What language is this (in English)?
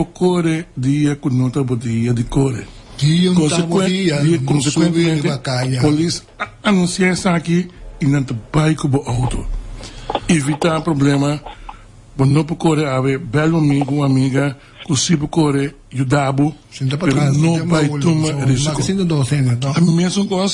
Papiamento